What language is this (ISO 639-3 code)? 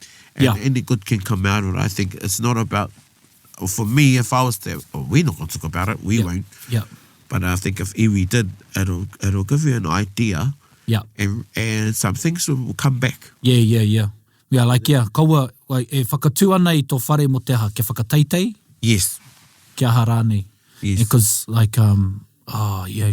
mri